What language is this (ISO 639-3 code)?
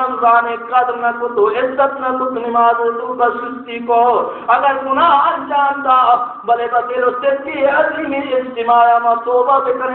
bal